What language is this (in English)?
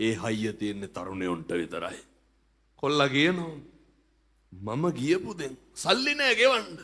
Sinhala